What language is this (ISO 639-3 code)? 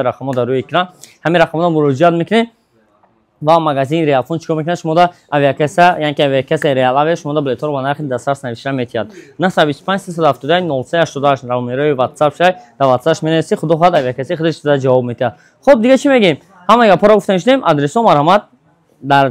tgk